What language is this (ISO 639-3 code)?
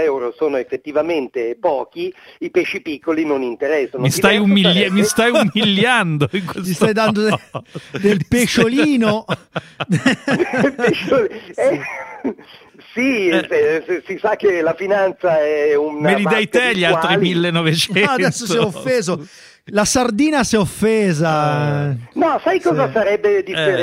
ita